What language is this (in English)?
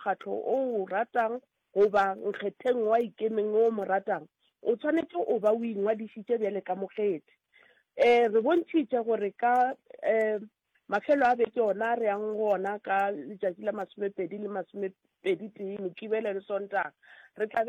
Northern Sotho